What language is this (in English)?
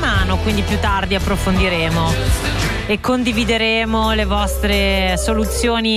Italian